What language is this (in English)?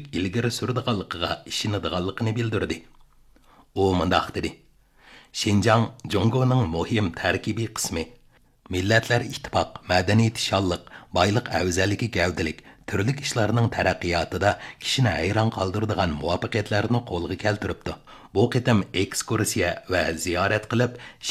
Uyghur